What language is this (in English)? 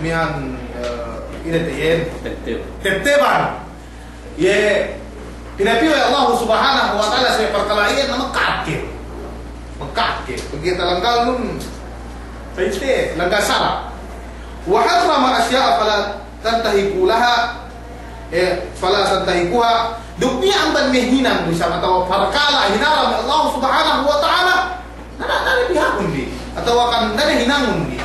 Yakan